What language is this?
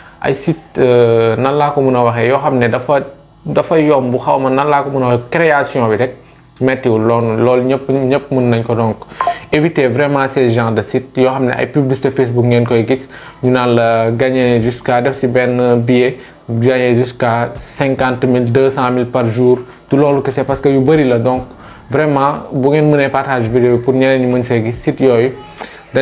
Wolof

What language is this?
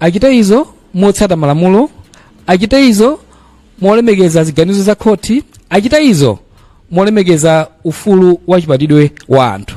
Nyanja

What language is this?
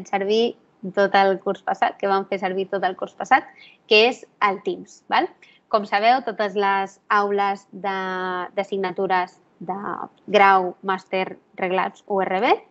Catalan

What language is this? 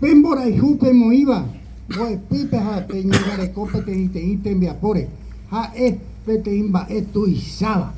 Guarani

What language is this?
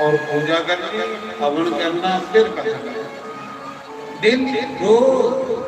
Dogri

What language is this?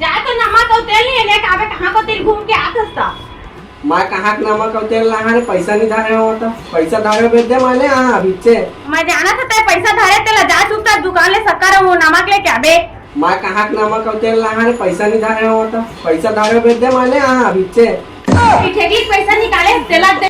Chhattisgarhi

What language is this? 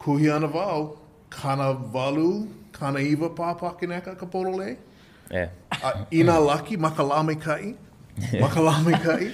Hawaiian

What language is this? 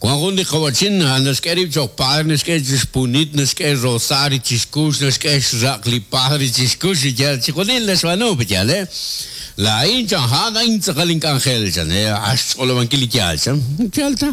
Kekchí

